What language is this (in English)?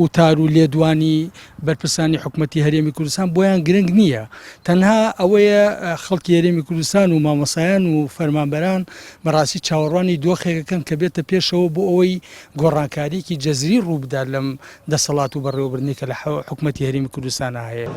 Central Kurdish